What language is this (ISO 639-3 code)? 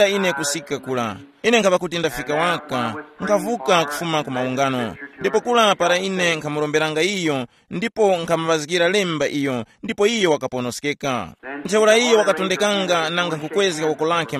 tum